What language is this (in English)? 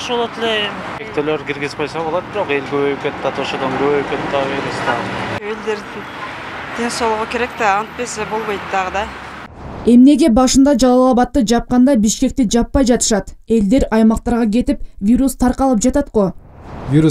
Kyrgyz